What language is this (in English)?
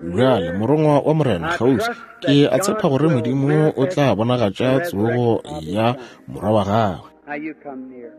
Northern Sotho